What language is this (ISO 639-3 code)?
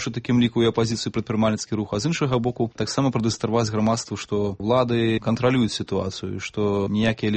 bel